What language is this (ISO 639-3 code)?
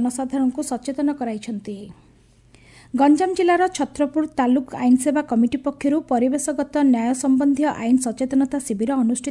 ori